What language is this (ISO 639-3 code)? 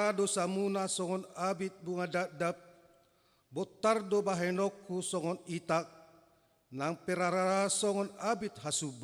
bbc